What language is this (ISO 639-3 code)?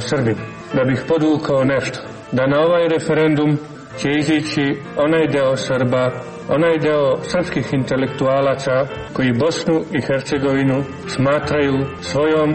srp